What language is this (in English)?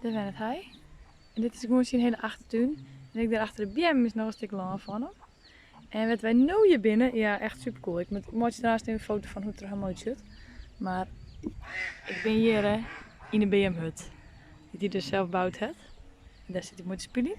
Western Frisian